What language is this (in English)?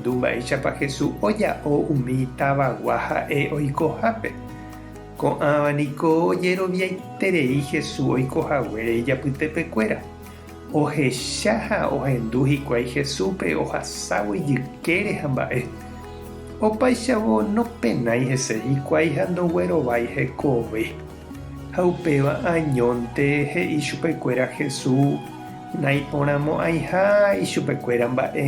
Guarani